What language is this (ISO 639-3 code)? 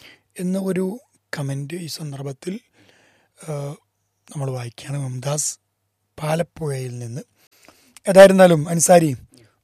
mal